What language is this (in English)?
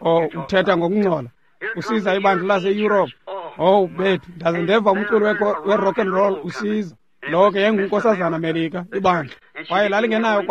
Xhosa